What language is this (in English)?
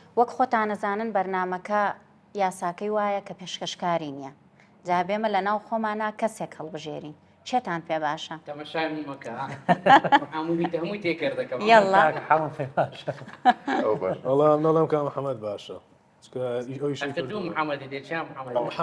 Central Kurdish